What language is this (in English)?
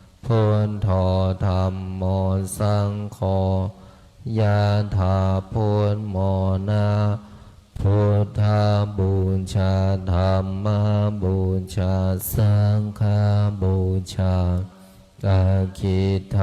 Pali